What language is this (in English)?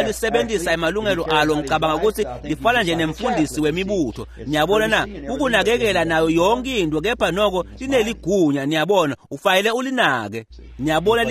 Swati